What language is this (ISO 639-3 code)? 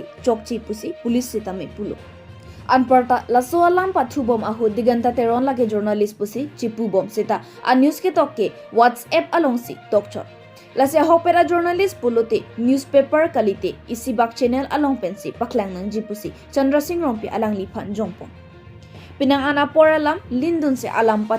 mjw